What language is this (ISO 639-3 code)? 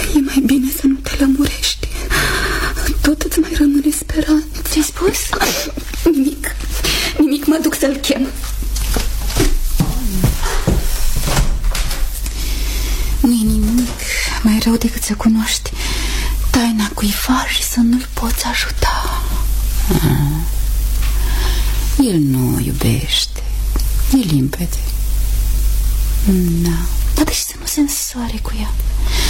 ron